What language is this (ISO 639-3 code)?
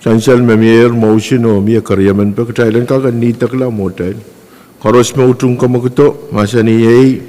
pon